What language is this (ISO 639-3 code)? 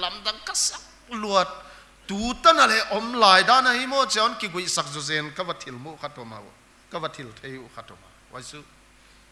pck